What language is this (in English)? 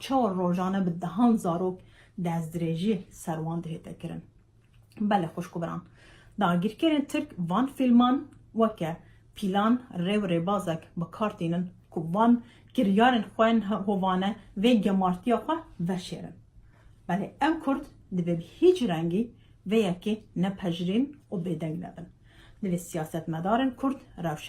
Kurdish